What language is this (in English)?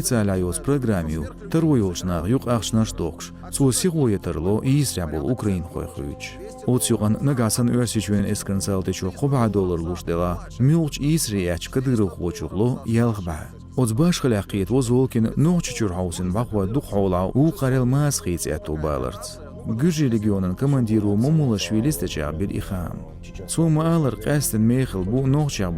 Chechen